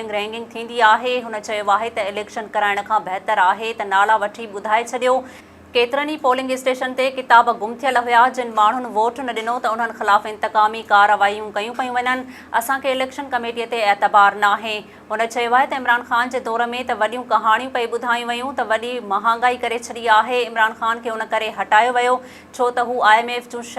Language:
Sindhi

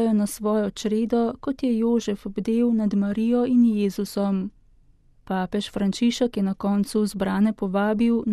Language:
Slovenian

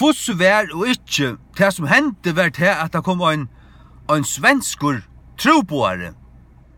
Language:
Faroese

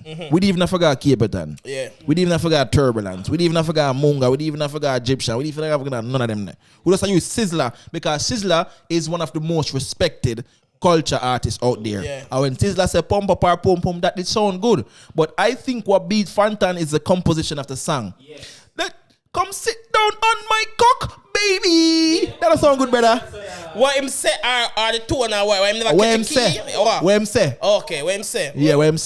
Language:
Jamaican Creole English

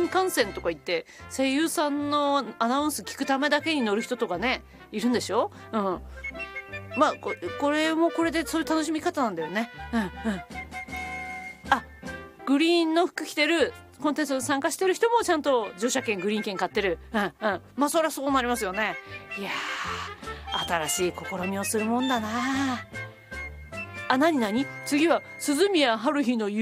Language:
Japanese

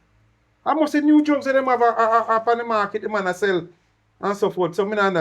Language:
Jamaican Creole English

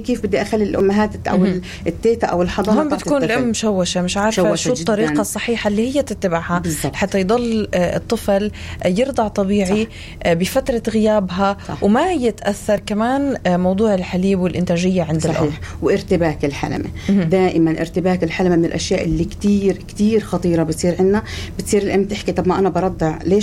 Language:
North Levantine Arabic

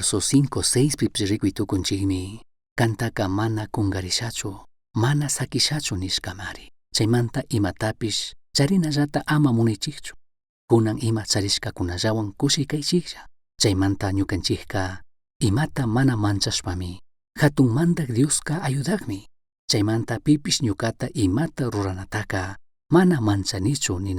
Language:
Chimborazo Highland Quichua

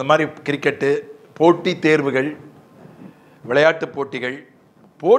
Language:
Tamil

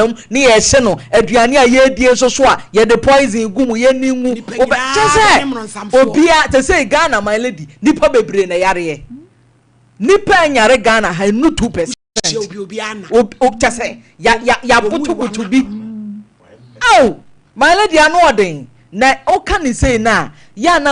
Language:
Akan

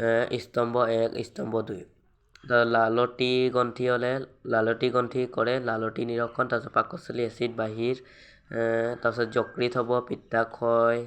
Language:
Assamese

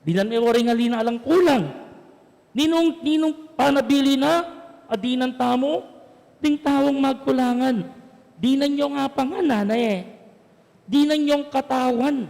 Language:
Pampanga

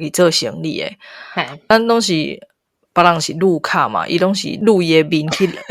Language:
Min Nan Chinese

